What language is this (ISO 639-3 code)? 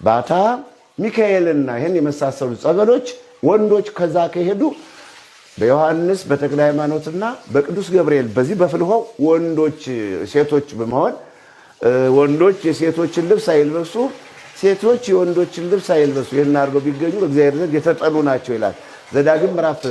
amh